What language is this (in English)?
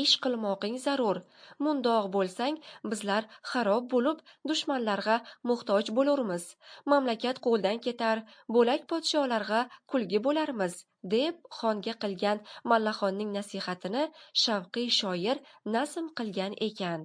Uzbek